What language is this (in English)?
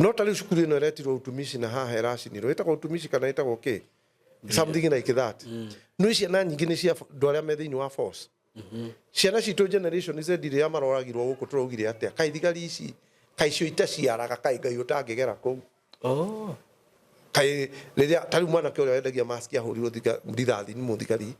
Kikuyu